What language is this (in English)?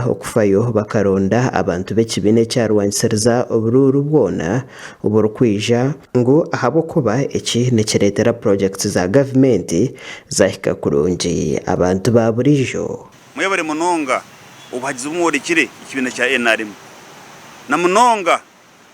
Nyankole